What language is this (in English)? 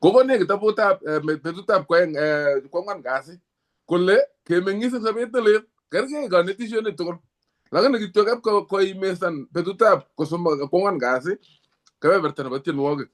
Kalenjin